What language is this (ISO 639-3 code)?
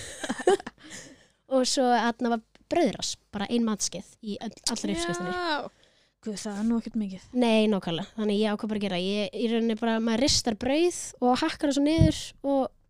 isl